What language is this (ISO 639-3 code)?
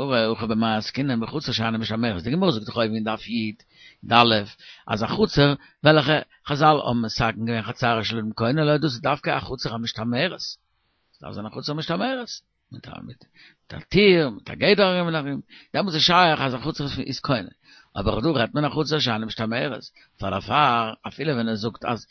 yid